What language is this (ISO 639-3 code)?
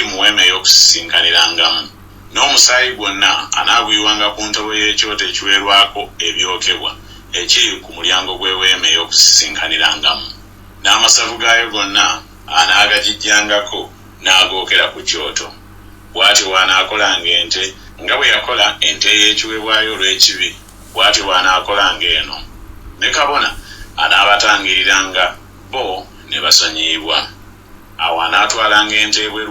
lug